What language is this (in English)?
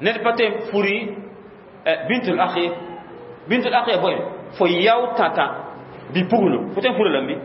Mossi